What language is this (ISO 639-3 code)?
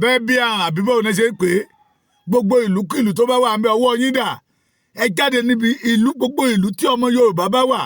yor